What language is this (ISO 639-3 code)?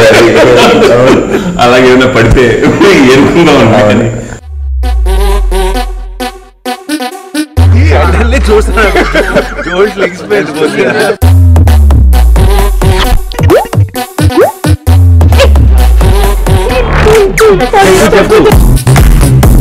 tel